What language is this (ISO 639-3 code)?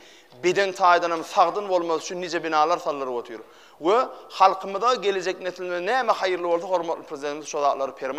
tuk